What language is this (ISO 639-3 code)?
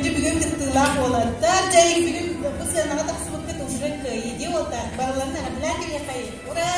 sah